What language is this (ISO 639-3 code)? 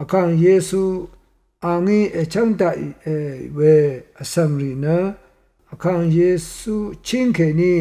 raw